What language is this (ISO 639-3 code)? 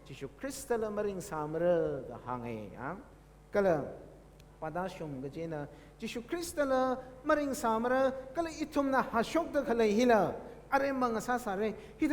nmf